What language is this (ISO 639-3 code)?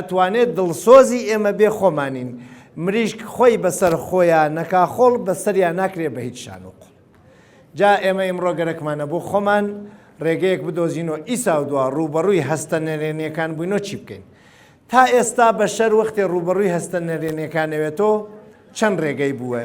ckb